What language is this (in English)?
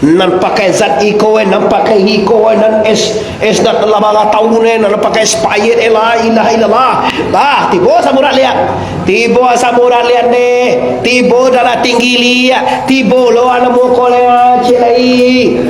Minangkabau